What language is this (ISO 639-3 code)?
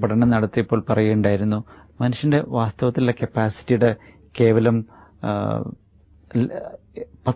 mal